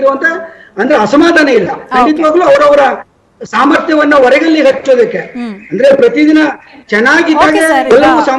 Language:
Kannada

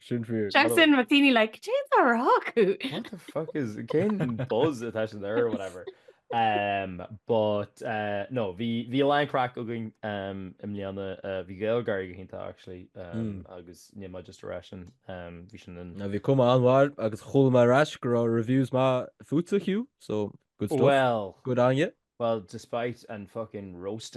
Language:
Irish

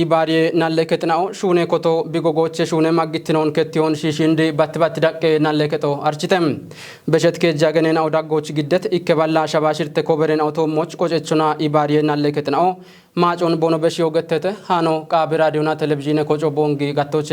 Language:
Kafa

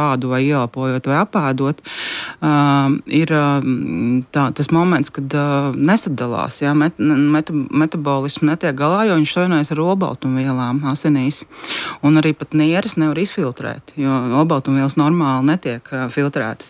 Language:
Latvian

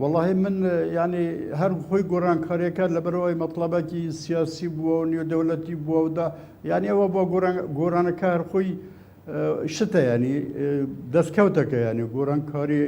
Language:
Central Kurdish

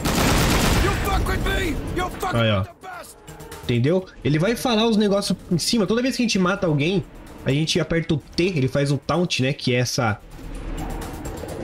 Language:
Portuguese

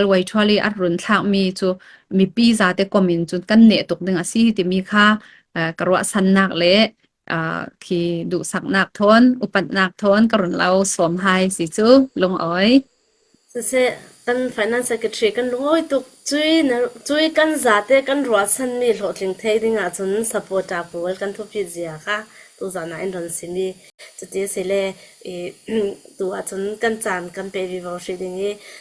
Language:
Falam Chin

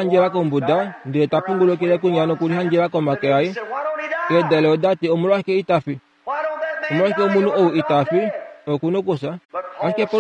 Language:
Kuanyama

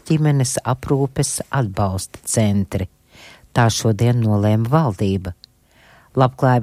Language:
Latvian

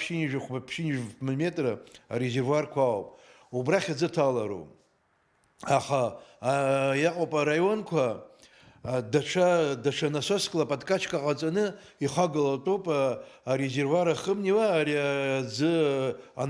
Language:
Abkhazian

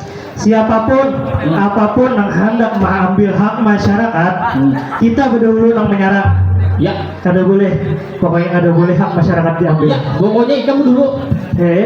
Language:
Banjar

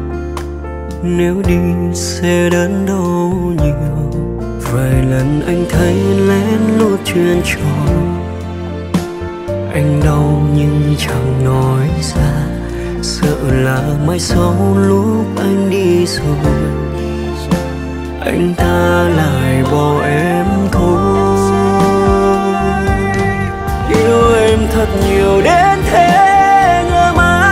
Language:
Vietnamese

